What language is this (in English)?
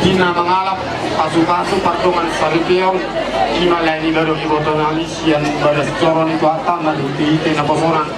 Batak Toba